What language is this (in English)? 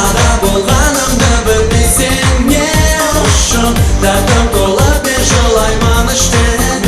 Kara-Kalpak